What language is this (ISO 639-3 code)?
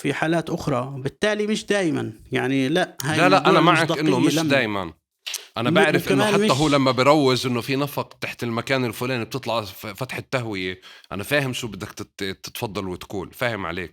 apc